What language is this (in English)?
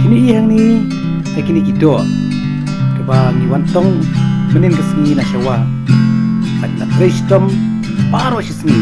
Khasi